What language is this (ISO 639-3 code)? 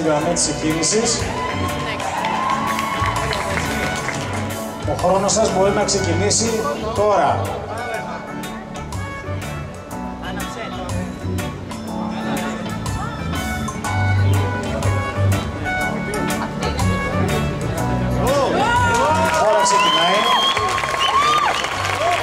ell